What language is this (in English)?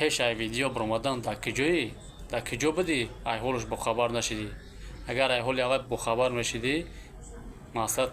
Tajik